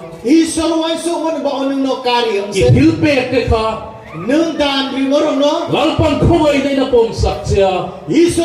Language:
Riang (India)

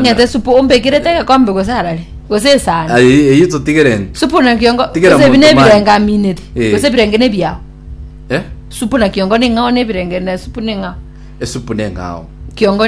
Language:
Gusii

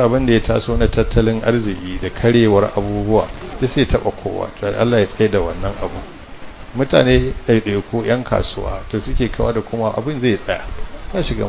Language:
Hausa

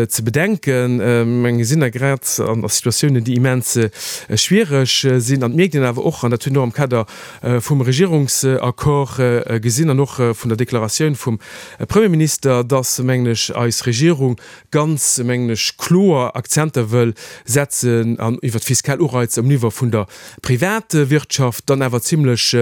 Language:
Luxembourgish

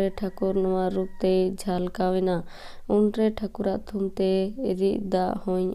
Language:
Santali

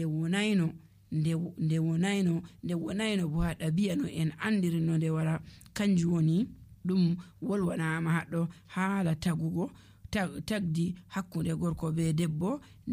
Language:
Nigerian Fulfulde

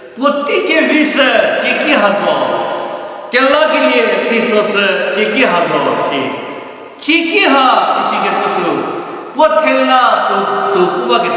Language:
Angami Naga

